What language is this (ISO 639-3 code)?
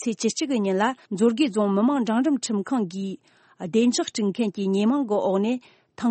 bod